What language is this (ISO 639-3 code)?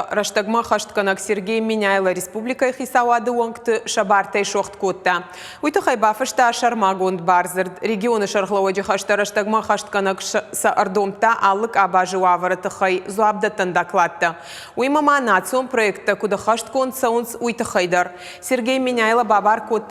oss